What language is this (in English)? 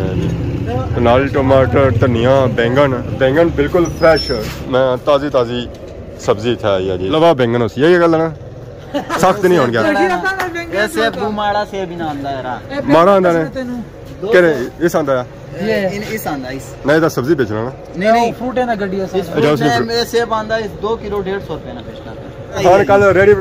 Pahari-Potwari